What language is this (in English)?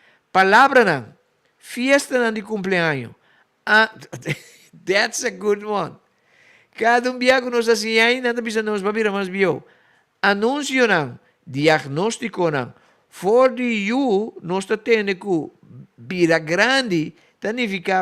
Papiamento